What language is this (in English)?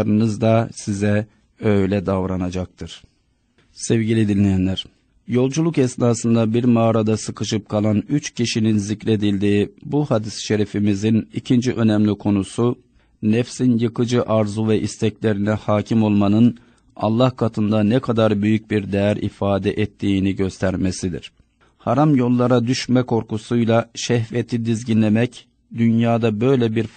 Turkish